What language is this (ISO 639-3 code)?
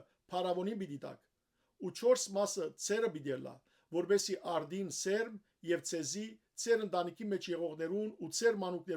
hyw